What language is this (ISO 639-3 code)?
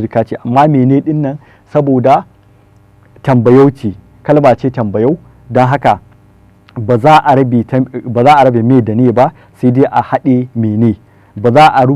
hau